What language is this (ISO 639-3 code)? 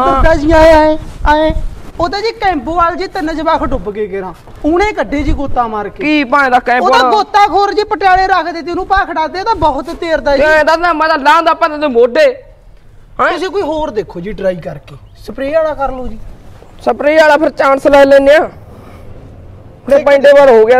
pan